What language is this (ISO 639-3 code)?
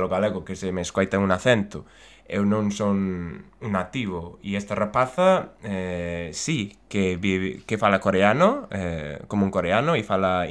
glg